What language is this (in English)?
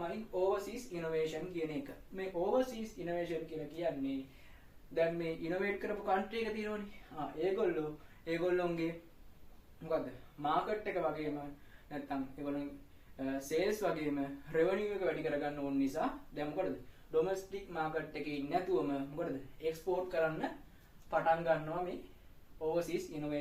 Sinhala